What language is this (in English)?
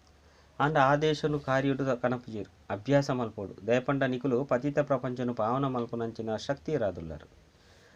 Tulu